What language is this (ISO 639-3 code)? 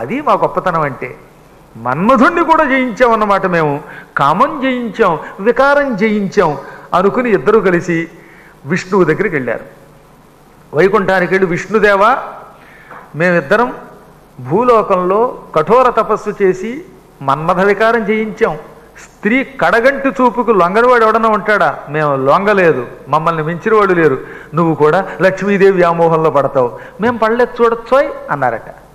tel